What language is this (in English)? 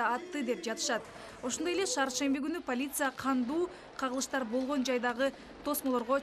Kyrgyz